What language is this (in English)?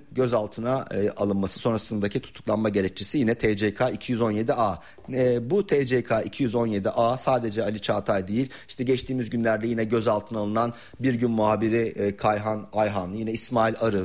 Turkish